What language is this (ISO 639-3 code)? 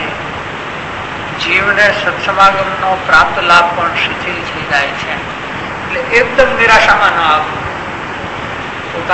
guj